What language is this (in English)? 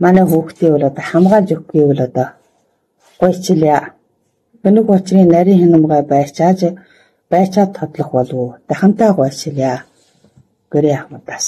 Mongolian